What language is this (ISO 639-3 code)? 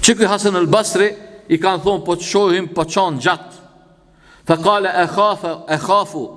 sqi